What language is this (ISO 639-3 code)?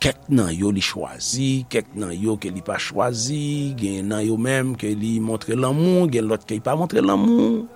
hat